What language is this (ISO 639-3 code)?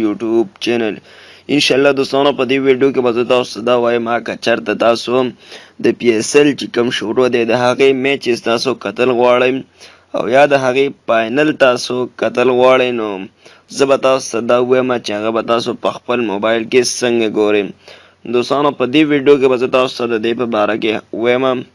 pus